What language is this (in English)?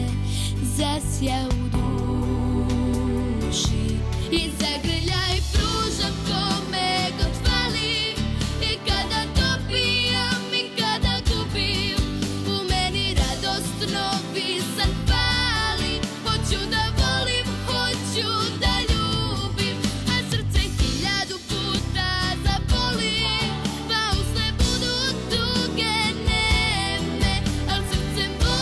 Serbian